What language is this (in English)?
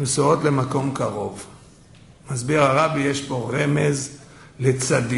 Hebrew